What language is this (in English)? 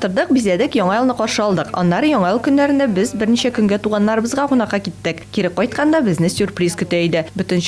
Tatar